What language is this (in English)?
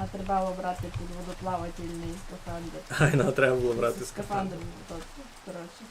Rusyn